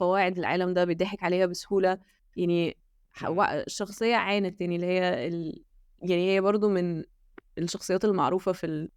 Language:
Egyptian Arabic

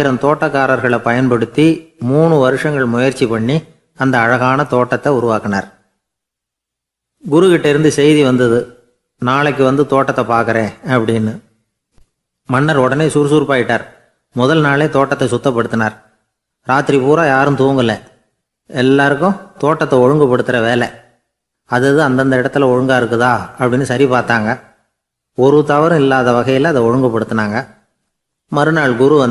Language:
Tamil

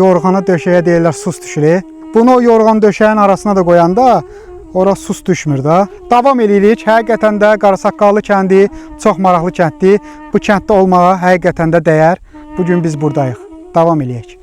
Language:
Azerbaijani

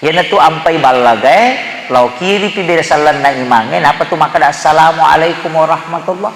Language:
Buginese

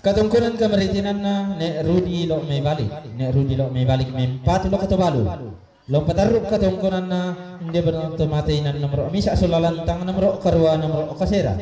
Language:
Toraja-Sa'dan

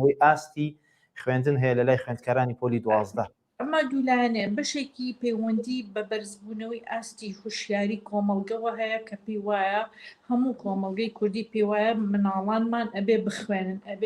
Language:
Central Kurdish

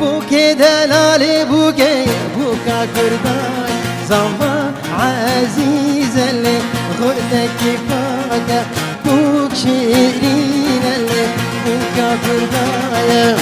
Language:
Kurdish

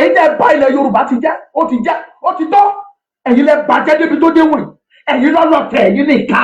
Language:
Yoruba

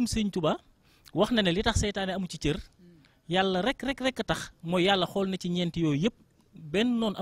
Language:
Wolof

